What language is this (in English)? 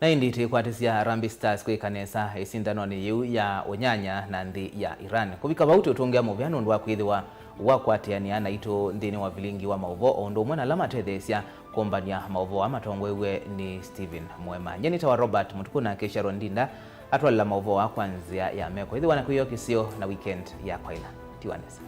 Kamba